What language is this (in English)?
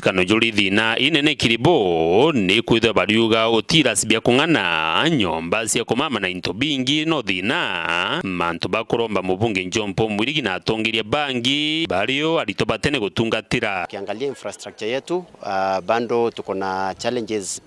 Meru